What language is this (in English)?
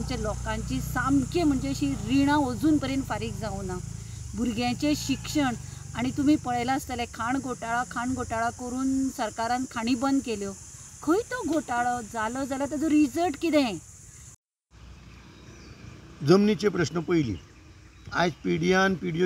Konkani